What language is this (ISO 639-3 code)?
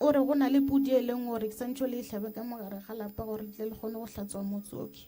nso